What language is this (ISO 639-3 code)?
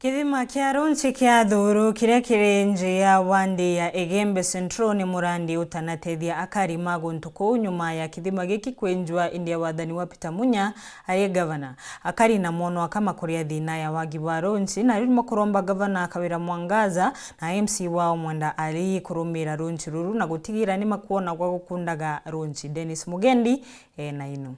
mer